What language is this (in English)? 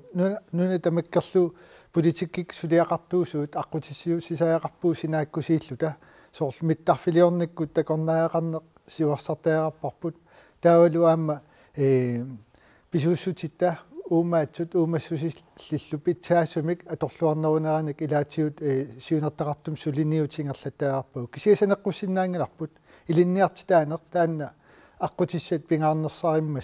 Kalaallisut